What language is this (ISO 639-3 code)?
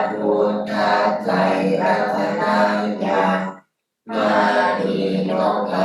pli